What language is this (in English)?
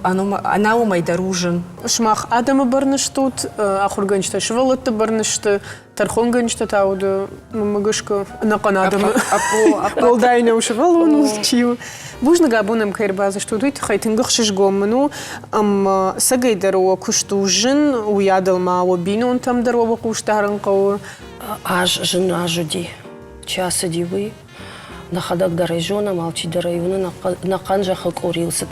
Ossetic